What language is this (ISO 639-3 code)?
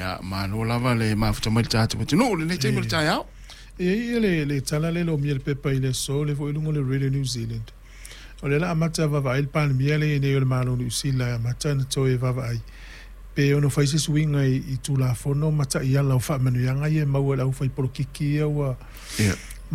smo